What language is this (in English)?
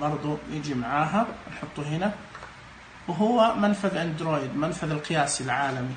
Najdi Arabic